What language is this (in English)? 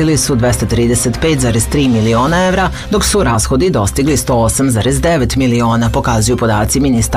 Serbian